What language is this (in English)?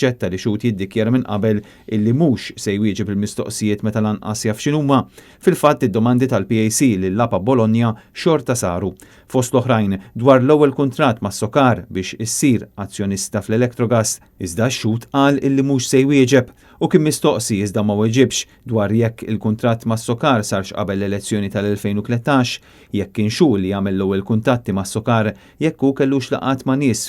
Maltese